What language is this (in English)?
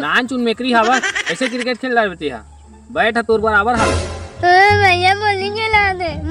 Chhattisgarhi